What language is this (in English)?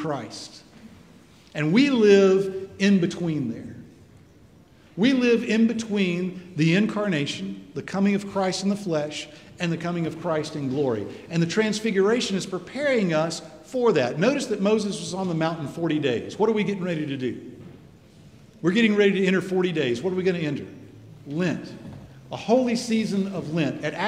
English